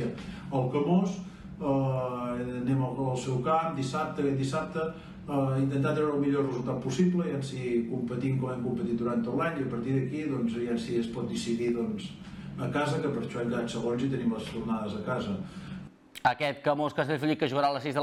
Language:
Catalan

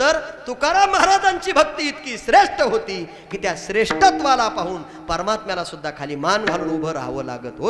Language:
Marathi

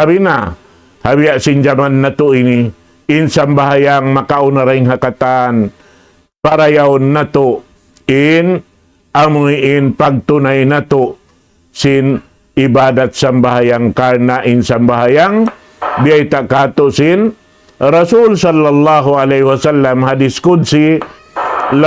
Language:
Tausug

